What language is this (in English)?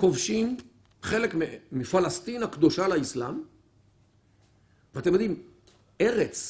Hebrew